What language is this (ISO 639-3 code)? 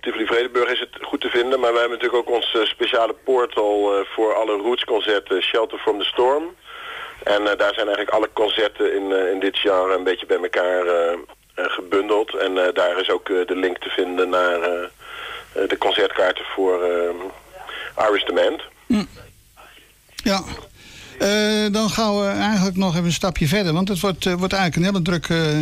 nld